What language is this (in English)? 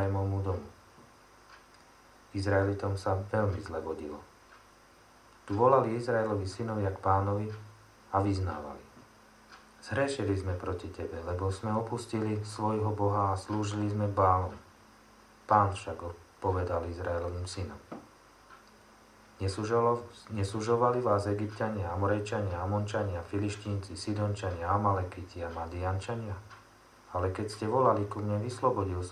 Slovak